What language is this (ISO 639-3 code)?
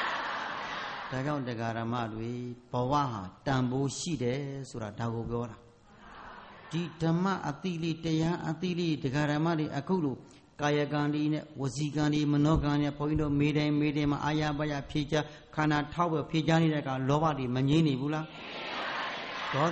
mya